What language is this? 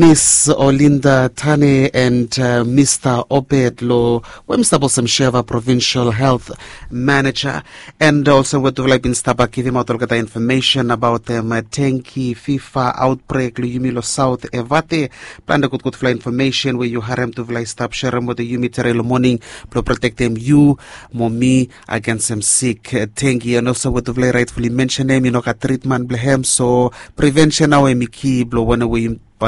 Bislama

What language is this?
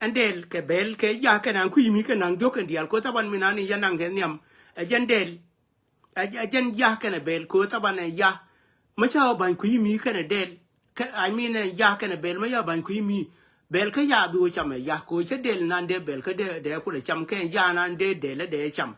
Nuer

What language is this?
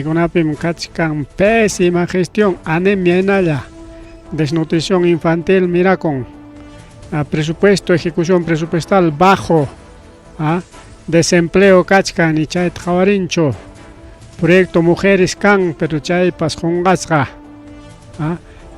Ayacucho Quechua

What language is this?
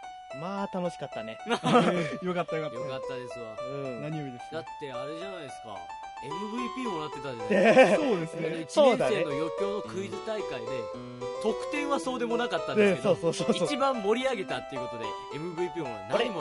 Japanese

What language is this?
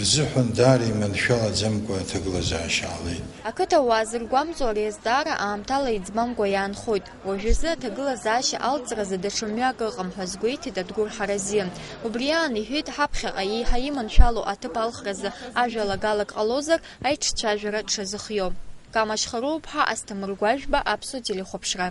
Abkhazian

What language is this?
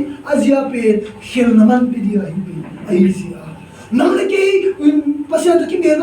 Tedim Chin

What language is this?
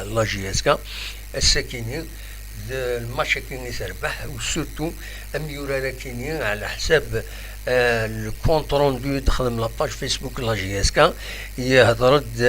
Kabyle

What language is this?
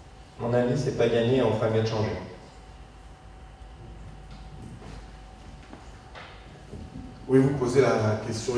French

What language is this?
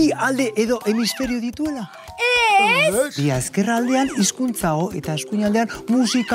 Basque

